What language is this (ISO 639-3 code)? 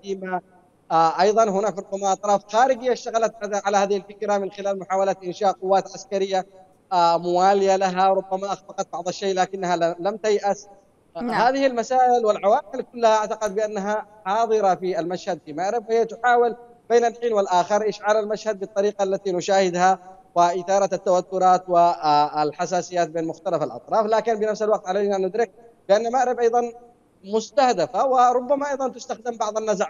ara